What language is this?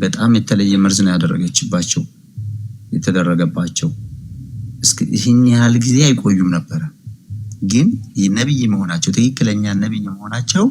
Amharic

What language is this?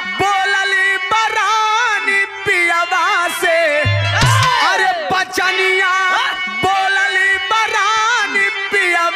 Bhojpuri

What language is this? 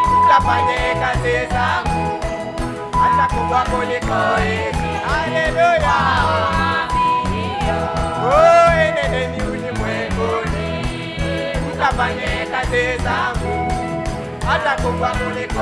Swahili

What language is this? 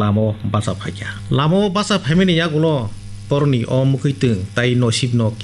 Kok Borok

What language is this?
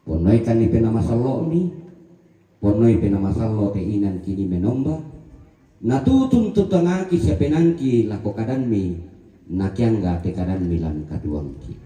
Toraja-Sa'dan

